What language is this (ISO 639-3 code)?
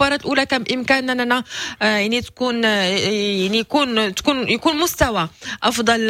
ary